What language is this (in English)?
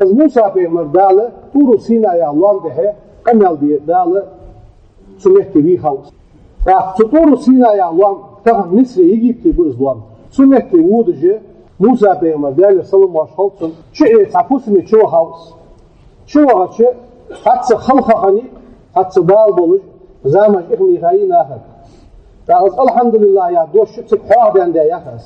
Ingush